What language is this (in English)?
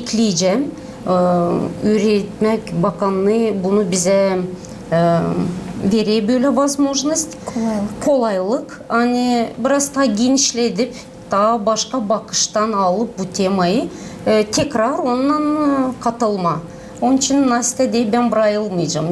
Gagauz